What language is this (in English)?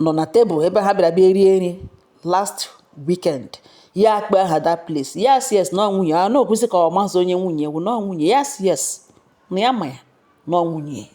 Igbo